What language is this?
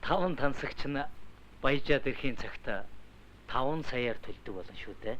Mongolian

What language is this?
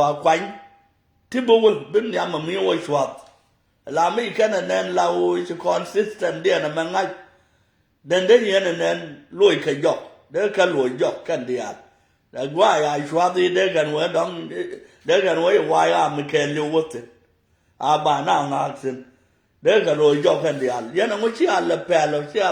Nuer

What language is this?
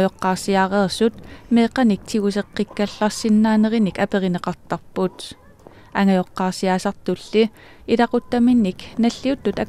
Kalaallisut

